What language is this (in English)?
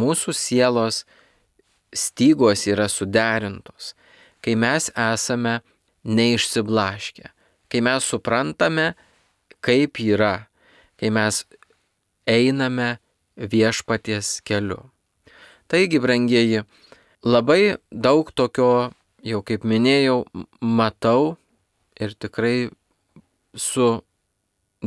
Lithuanian